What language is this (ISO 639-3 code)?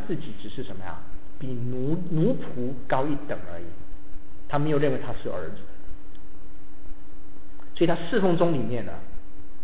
zho